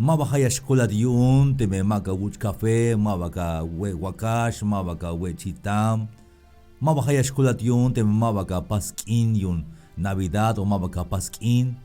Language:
Tzeltal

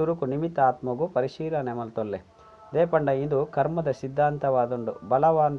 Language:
Tulu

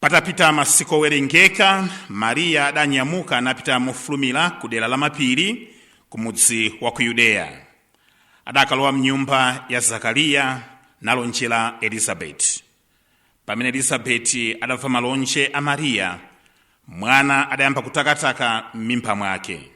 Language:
Nyanja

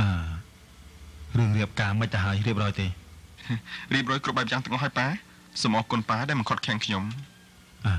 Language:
Khmer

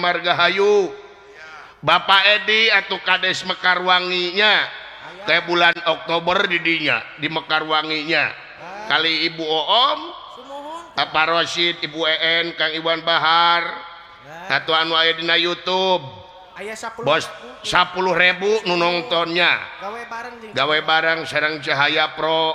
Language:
Sundanese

